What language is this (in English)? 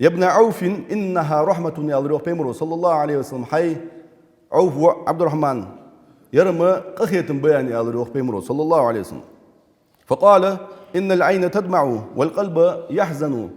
Ingush